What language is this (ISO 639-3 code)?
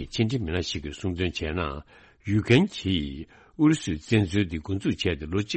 bod